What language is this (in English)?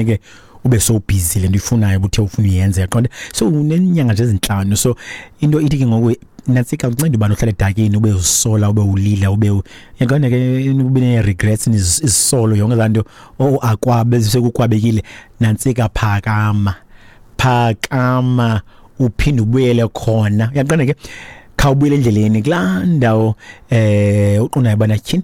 Xhosa